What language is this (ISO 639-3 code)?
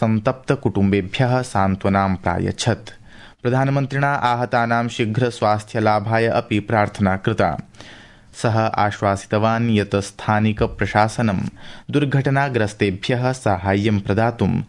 san